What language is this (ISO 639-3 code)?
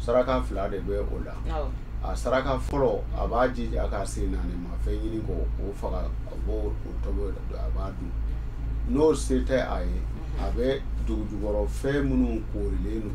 bam